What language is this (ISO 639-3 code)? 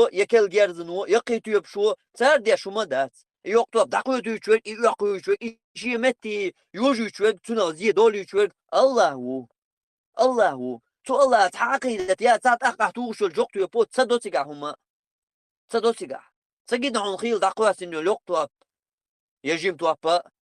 che